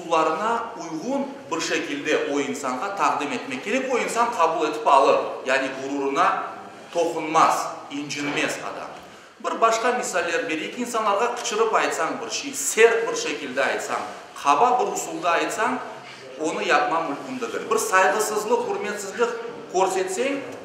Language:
Crimean Tatar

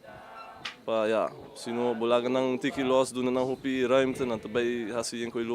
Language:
Papiamento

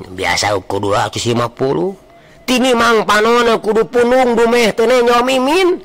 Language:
Sundanese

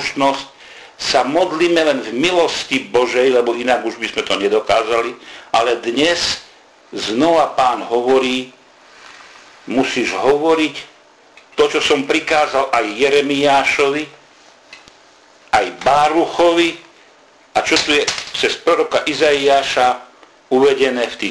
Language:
Slovak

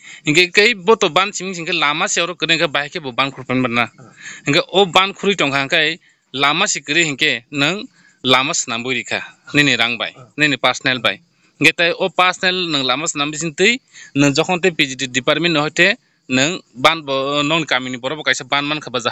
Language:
Kok Borok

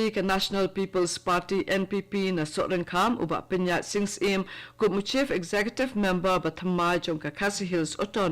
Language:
Khasi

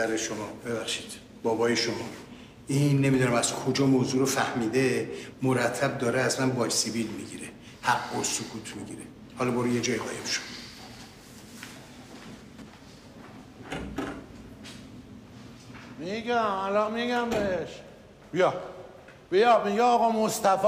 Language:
Persian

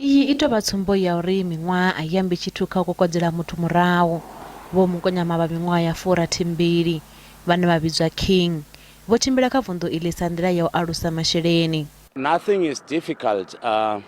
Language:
Venda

